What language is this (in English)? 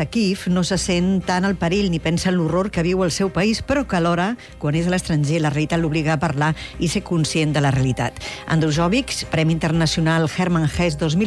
Catalan